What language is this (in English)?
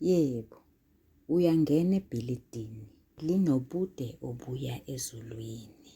Zulu